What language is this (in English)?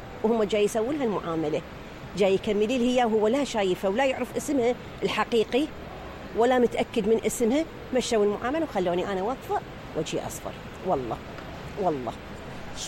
Mesopotamian Arabic